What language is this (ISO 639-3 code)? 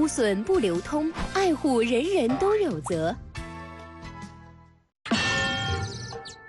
zho